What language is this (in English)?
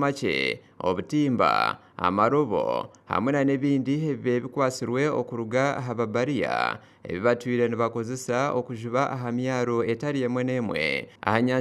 Nyankole